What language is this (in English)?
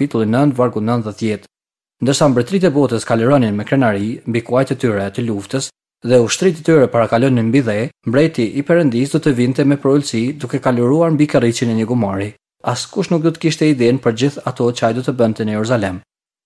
Albanian